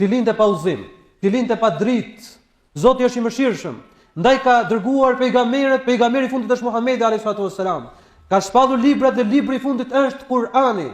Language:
Albanian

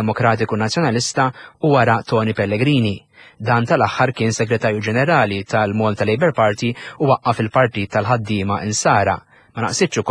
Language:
Maltese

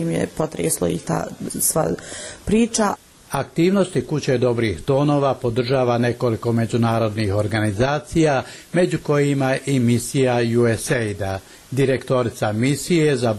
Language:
Bosnian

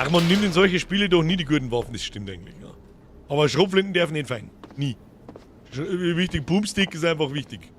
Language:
Bavarian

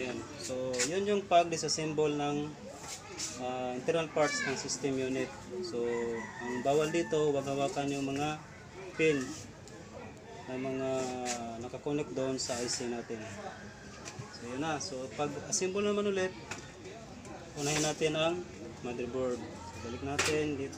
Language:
Filipino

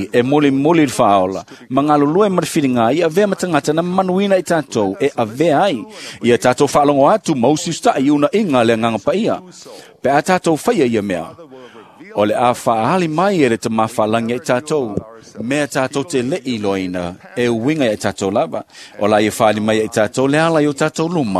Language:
Samoan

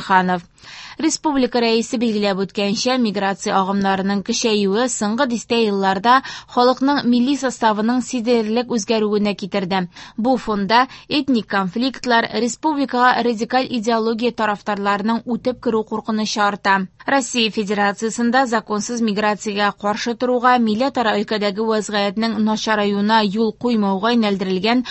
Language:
Tatar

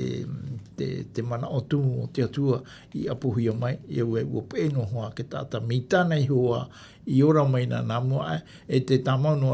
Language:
Tahitian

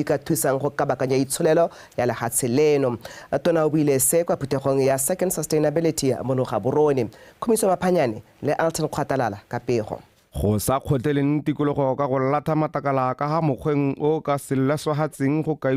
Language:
Tswana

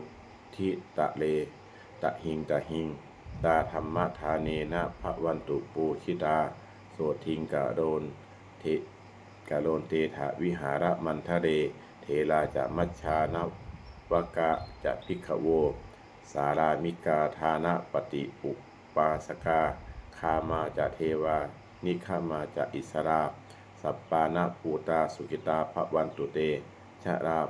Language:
Pali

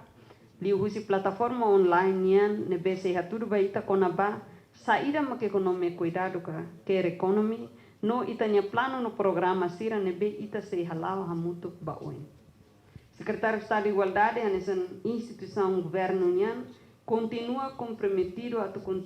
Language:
Tetum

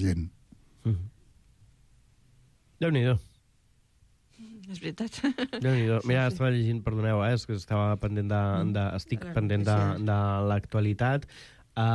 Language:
Catalan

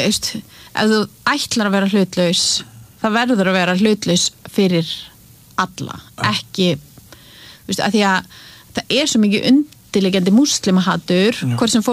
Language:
Icelandic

